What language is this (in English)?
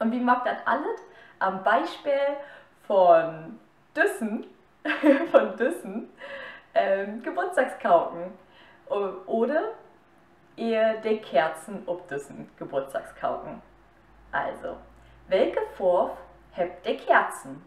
Low German